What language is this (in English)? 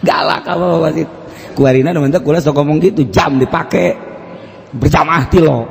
Sundanese